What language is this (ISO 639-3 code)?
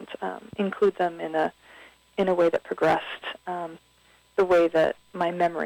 eng